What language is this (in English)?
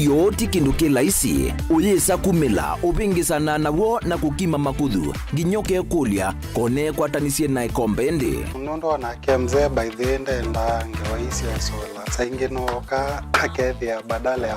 Kamba